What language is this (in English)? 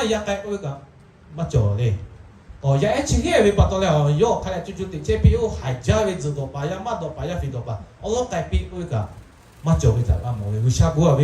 Lahu